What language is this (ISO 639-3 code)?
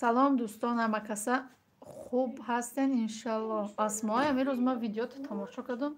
tgk